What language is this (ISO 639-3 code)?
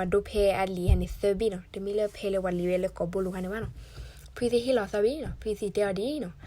ksw